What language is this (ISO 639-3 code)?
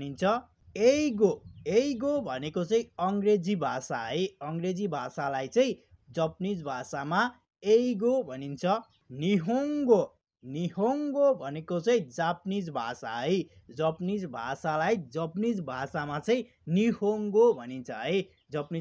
nep